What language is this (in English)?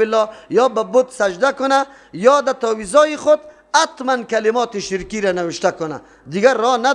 Persian